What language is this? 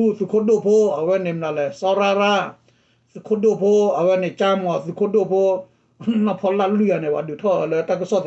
S'gaw Karen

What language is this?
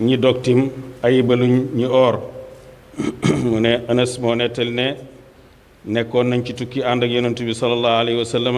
Wolof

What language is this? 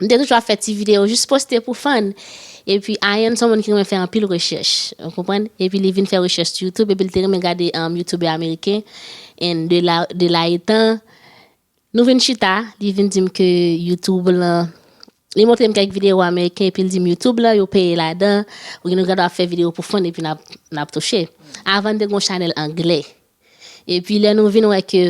Haitian Creole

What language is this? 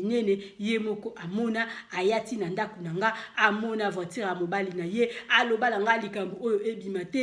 Lingala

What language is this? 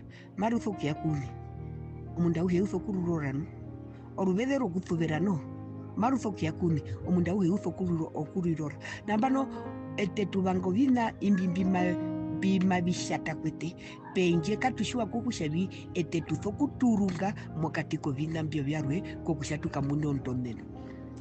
Herero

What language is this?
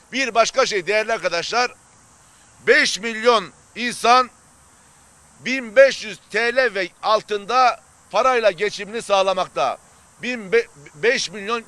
Turkish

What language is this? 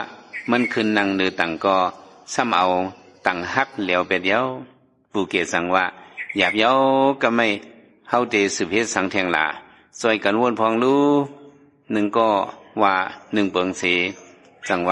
Shan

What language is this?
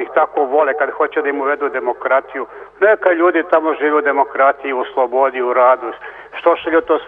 Serbian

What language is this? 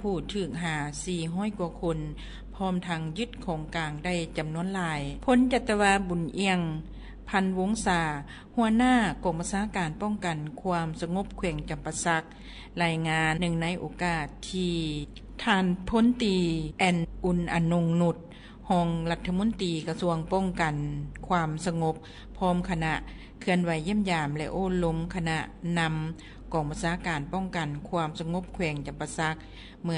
Lao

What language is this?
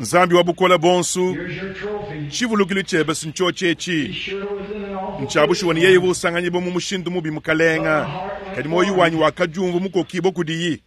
Luba-Lulua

